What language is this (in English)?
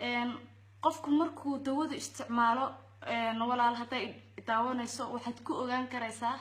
Somali